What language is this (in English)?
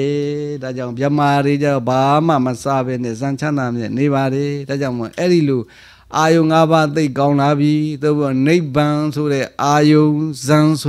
Burmese